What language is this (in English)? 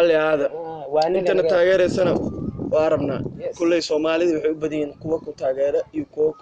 Somali